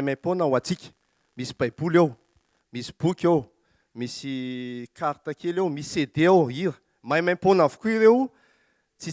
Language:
Malagasy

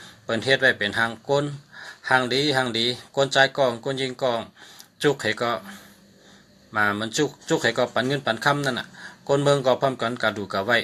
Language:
Shan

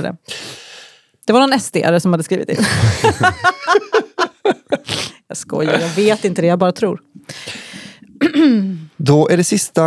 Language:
Swedish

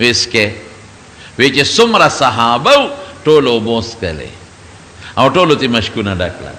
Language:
Pashto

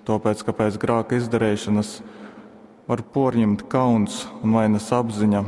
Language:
Latgalian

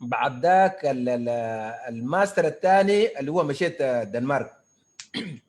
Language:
Sudanese Arabic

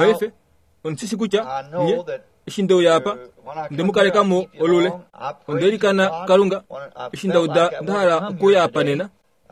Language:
Kuanyama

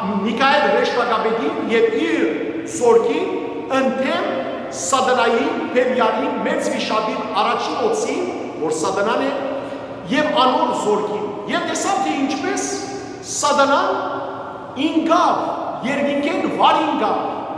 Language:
Western Armenian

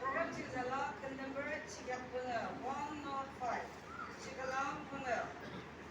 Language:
Yimchungru Naga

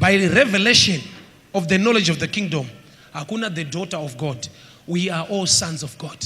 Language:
Shona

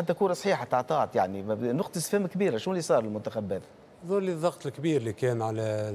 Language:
Tunisian Arabic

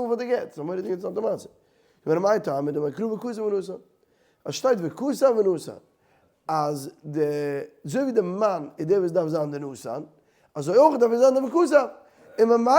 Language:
Yiddish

